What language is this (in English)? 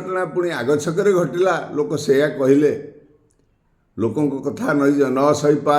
Odia